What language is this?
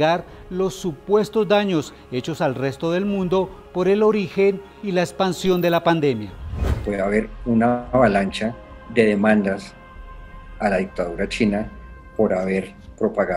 Spanish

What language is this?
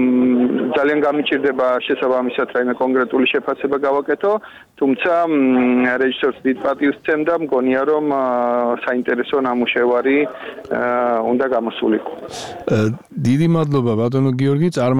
Georgian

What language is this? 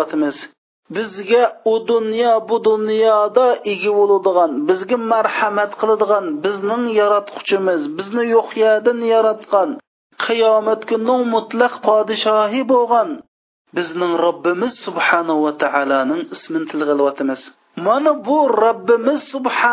Uyghur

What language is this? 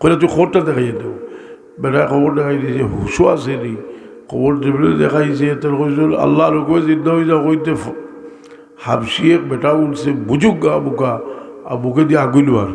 Sylheti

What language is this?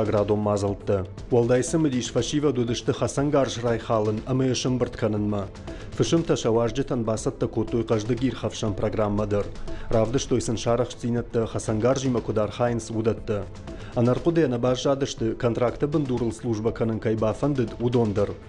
Ossetic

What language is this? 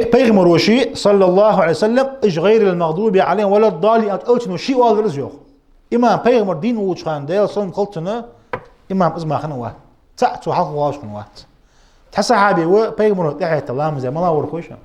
Ingush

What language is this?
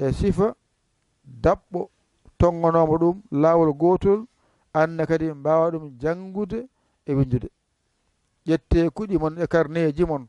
Pular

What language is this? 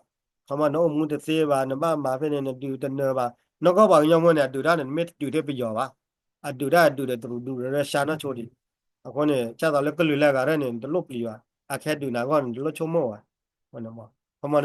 S'gaw Karen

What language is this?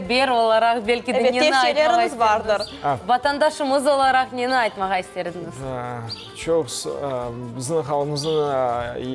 Crimean Tatar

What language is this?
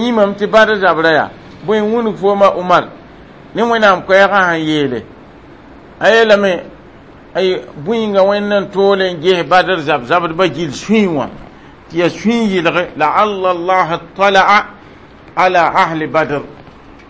Mossi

